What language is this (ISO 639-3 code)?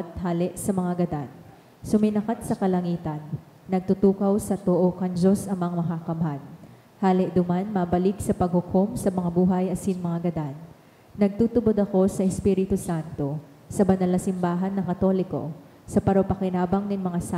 bik